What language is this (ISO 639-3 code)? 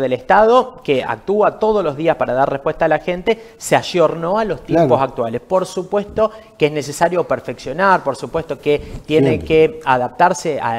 spa